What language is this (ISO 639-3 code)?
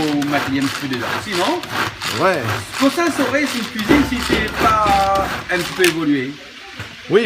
rcf